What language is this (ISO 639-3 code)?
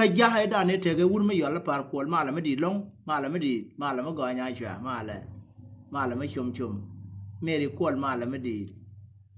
nus